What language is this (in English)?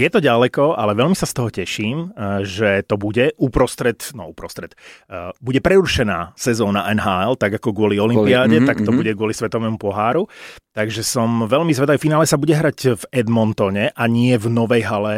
Slovak